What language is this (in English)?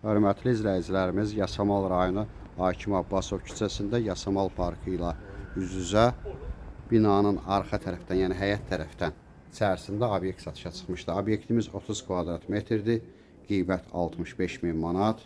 Azerbaijani